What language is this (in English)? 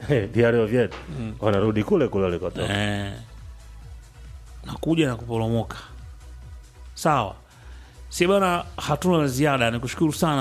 Swahili